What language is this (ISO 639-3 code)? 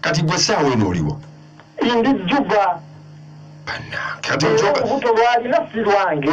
lug